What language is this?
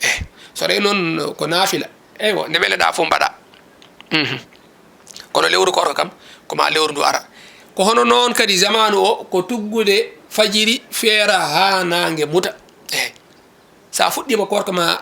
Fula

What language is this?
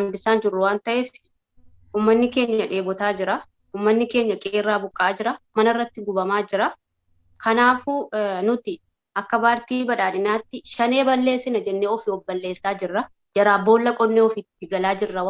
Oromo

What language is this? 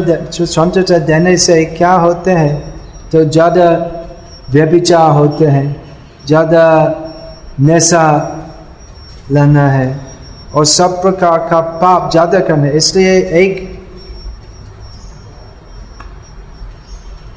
Hindi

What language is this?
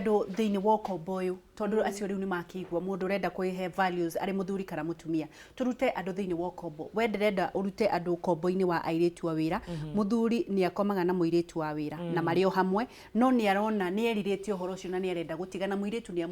Kikuyu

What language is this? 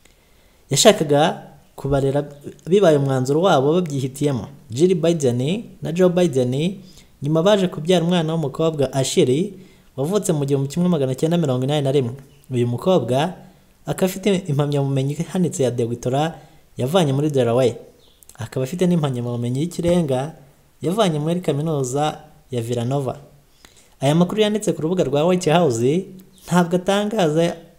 Kinyarwanda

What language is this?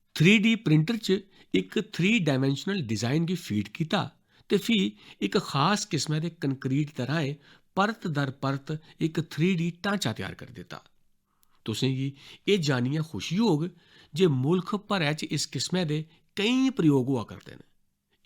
Dogri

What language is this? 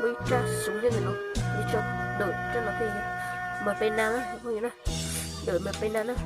Hmong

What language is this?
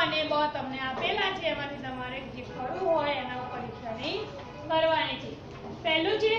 Gujarati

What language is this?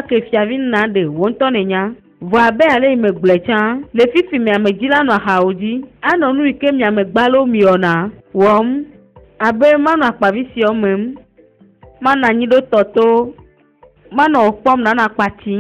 Ewe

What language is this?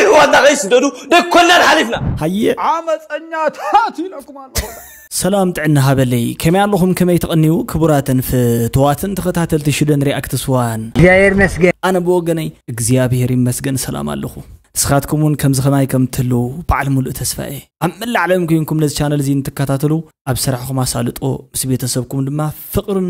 Tigrinya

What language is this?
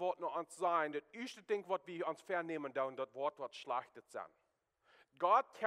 Plautdietsch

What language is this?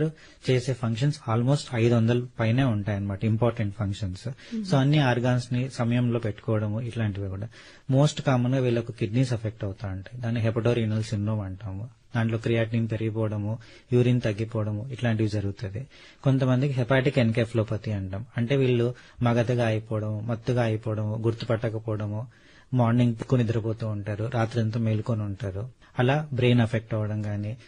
Telugu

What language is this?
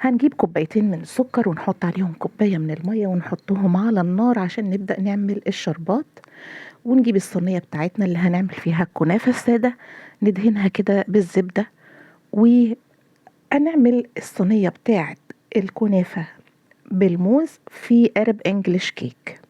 Egyptian Arabic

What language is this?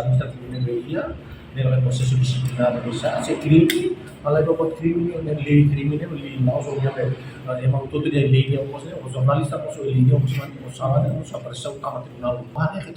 Tetum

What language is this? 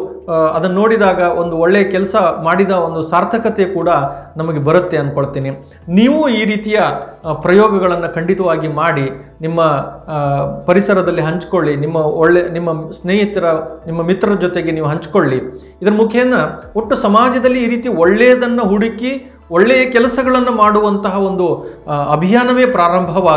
Kannada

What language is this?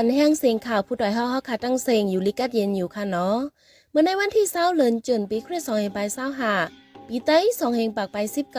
Shan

